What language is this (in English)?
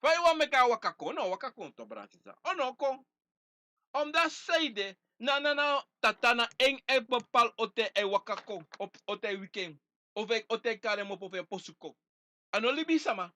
Sranan Tongo